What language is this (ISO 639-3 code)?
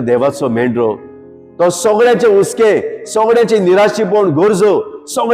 kok